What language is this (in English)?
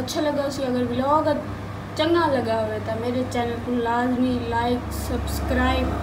Saraiki